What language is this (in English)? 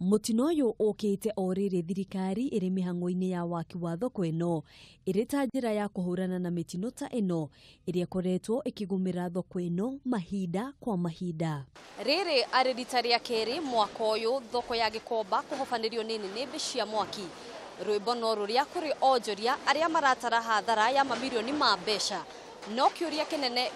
Kikuyu